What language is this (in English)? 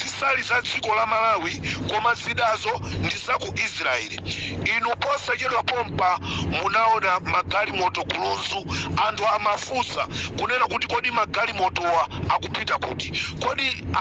Nyanja